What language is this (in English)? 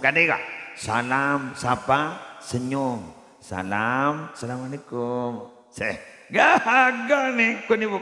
Madurese